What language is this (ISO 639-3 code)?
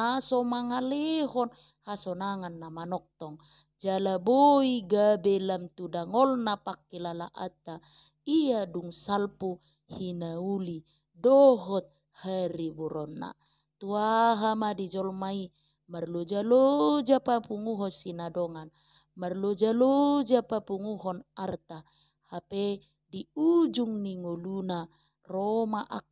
bbc